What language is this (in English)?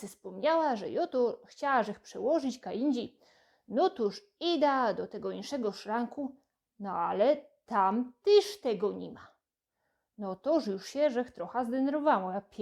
Silesian